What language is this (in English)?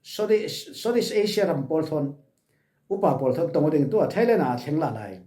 Falam Chin